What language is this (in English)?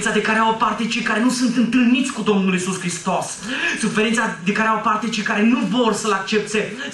Romanian